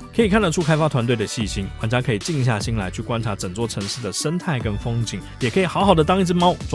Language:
Chinese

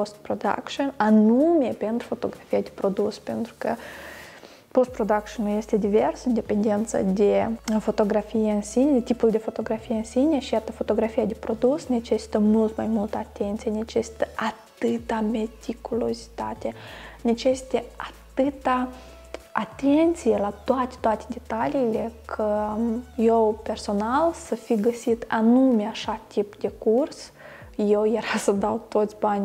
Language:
Romanian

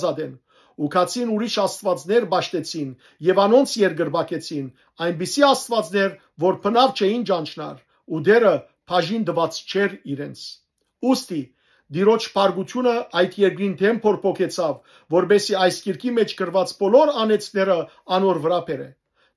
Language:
Western Armenian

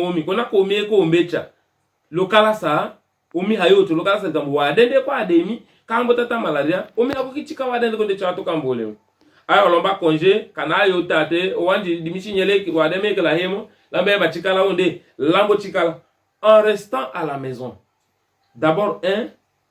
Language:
Tetela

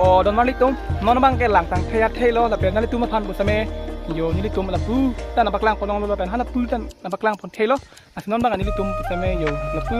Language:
Karbi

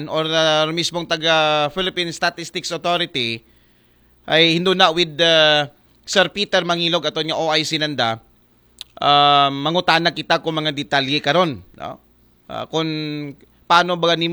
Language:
Aklanon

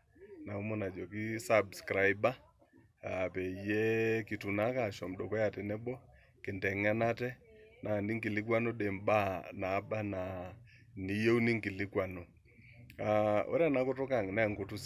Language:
Masai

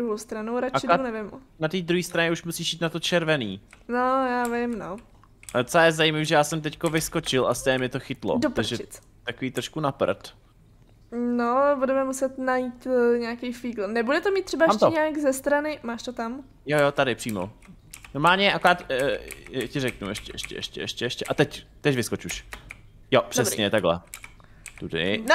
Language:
Czech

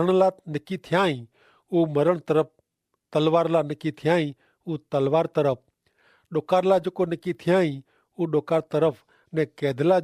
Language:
Kachhi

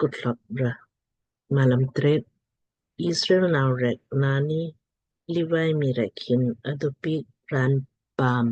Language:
Lamkang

